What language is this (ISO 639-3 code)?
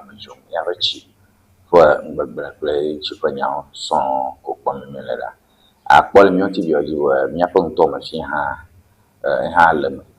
ewe